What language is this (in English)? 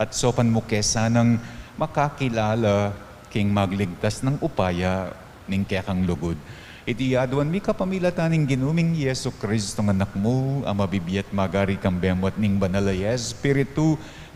Pampanga